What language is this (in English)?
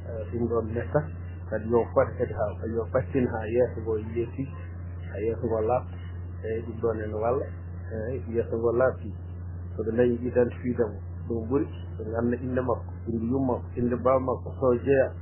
Fula